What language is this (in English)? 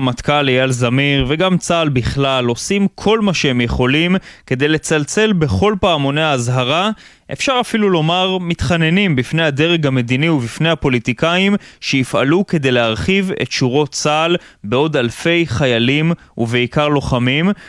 Hebrew